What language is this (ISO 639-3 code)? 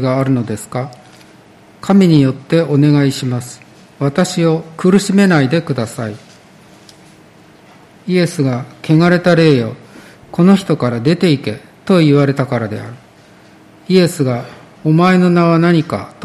jpn